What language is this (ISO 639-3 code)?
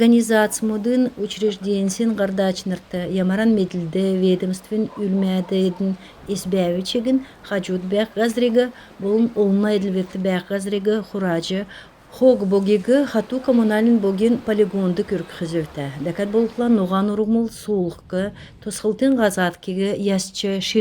xal